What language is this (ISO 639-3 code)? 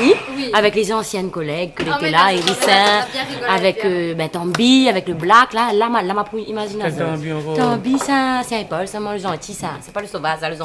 rcf